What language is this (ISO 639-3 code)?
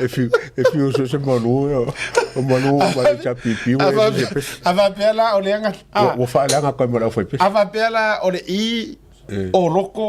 smo